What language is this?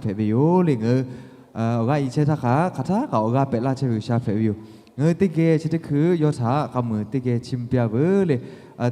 Lahu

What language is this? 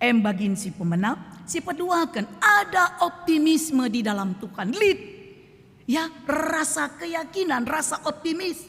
Batak Karo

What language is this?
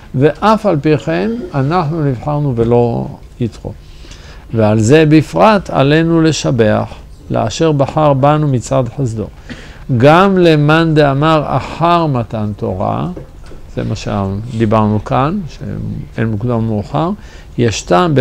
Hebrew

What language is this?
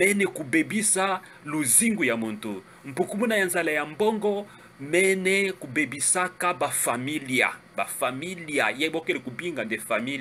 Kituba (Democratic Republic of Congo)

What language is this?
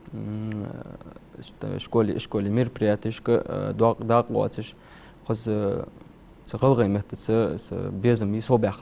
Ingush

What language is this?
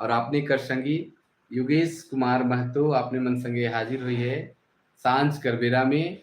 Sadri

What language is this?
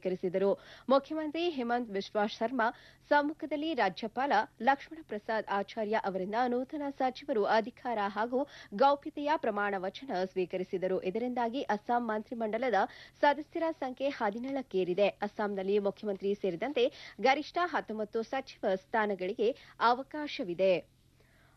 Kannada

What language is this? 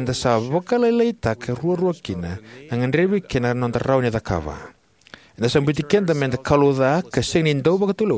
Fijian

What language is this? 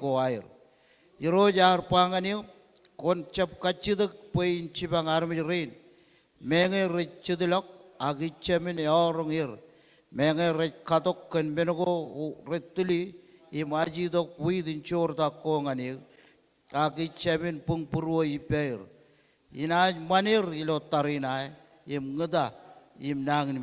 Marshallese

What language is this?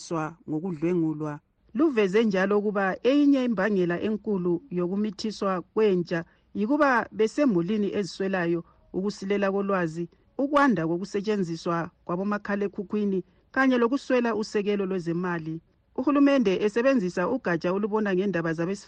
North Ndebele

